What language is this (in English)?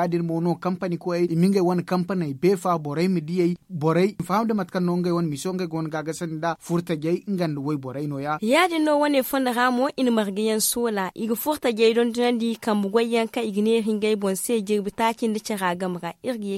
Zarma